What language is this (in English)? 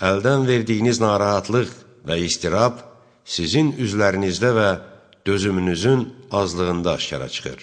Azerbaijani